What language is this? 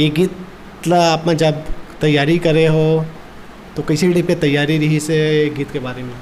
Chhattisgarhi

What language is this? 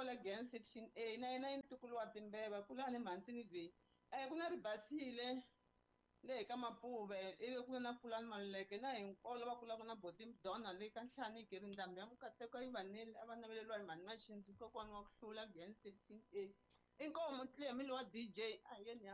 Tsonga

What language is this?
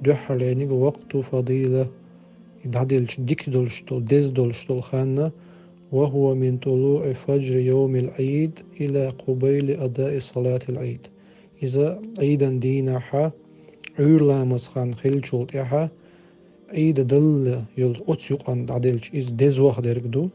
Chechen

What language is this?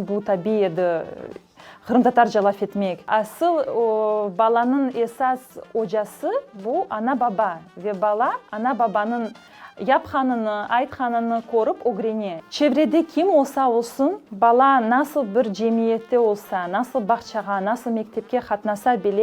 Crimean Tatar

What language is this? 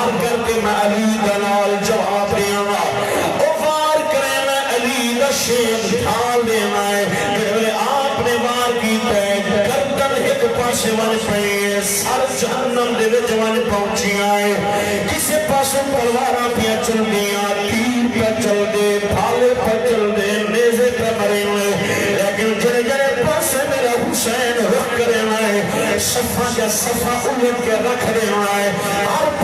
Saraiki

